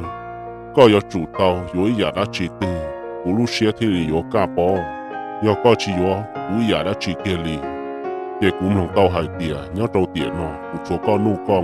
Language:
Hmong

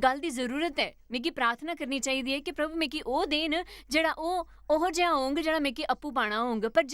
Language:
Dogri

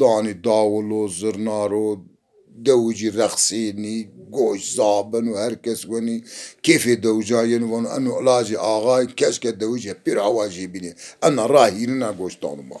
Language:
Zaza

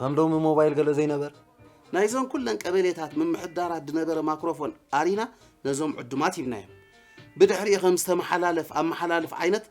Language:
Tigrinya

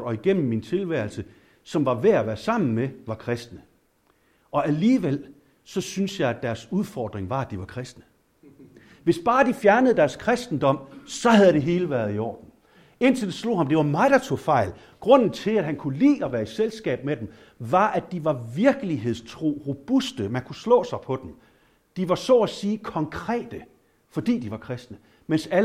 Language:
Danish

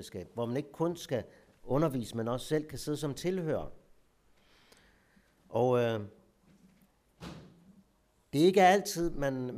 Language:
Danish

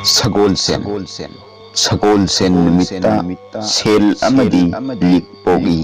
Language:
Manipuri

